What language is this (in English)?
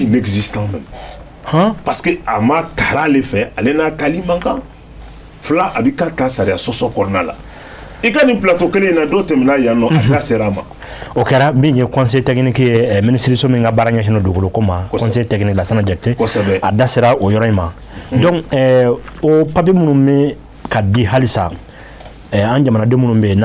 Bambara